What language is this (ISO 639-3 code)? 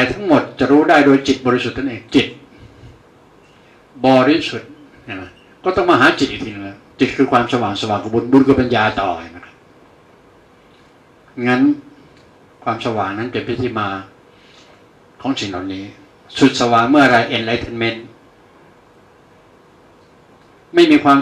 tha